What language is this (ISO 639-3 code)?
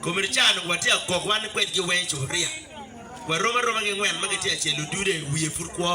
ach